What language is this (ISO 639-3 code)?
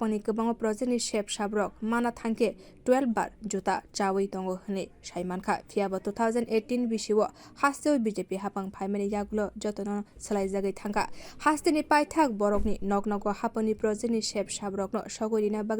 trp